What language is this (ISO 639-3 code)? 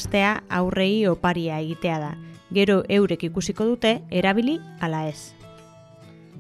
eus